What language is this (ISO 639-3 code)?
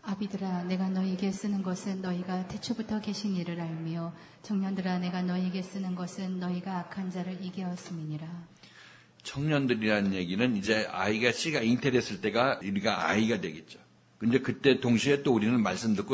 kor